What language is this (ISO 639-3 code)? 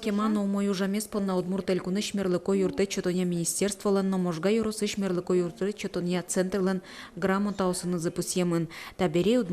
udm